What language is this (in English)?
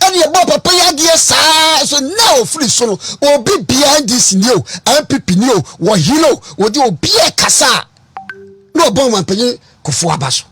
Akan